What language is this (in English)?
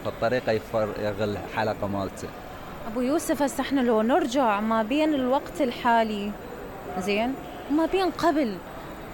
Mesopotamian Arabic